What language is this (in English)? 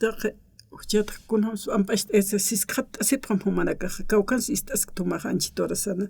Aymara